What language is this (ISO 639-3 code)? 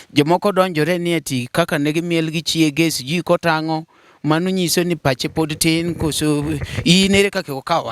luo